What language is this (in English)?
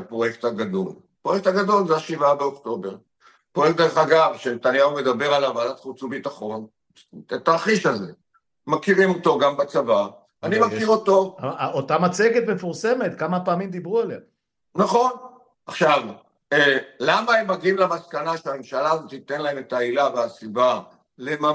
Hebrew